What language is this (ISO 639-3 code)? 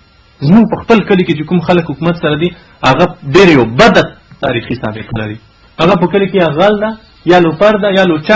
pus